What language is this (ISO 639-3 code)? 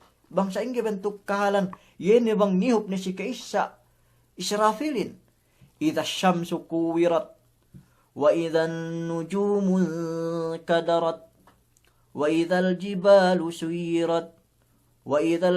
yka